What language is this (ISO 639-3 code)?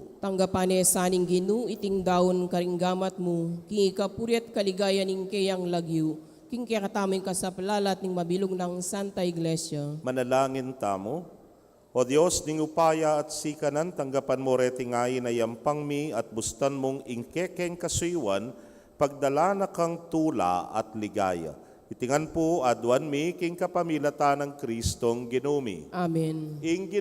pam